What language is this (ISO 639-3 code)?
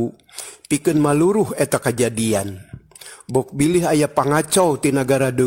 sun